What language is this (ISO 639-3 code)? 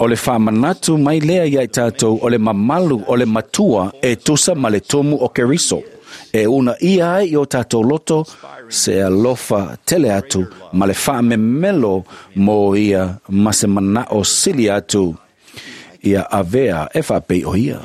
smo